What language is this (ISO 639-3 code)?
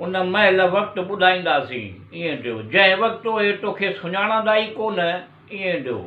snd